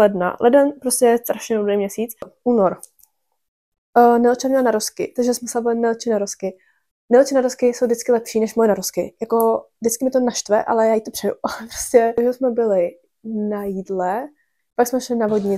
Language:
Czech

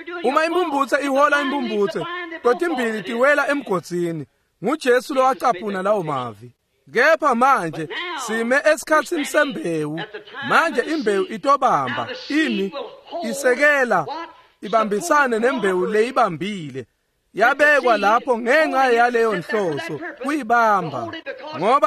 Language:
Swati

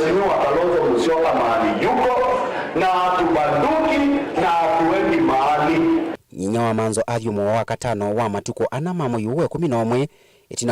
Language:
Kamba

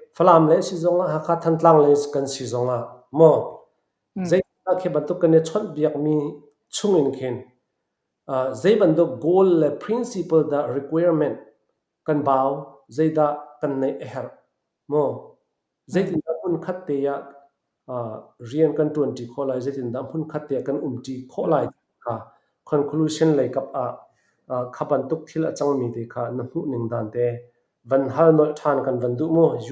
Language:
Falam Chin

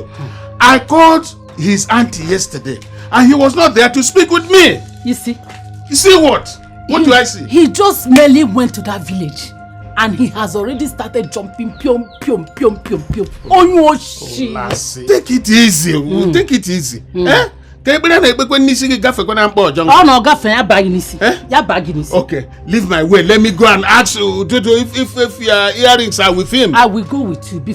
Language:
Nigerian Pidgin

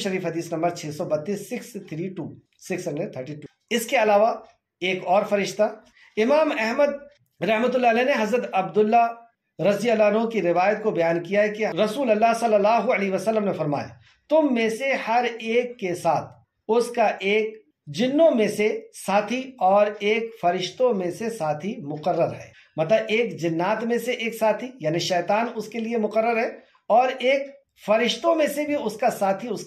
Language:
Urdu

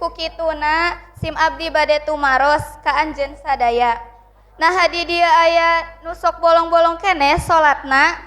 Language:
Sundanese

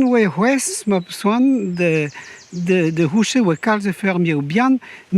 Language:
Breton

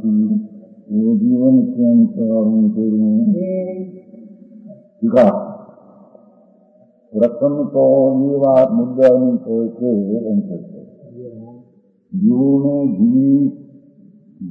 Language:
Gujarati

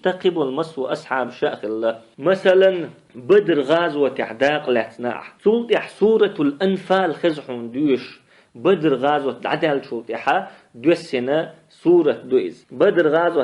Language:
Chechen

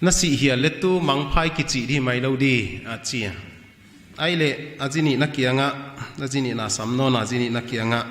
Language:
Paite Chin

